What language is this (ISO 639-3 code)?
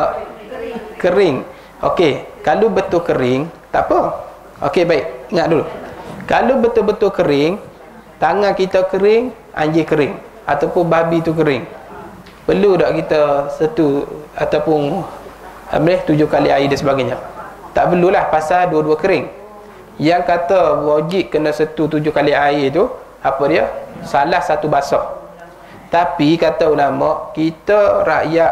msa